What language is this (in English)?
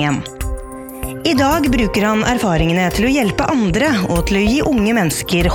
Norwegian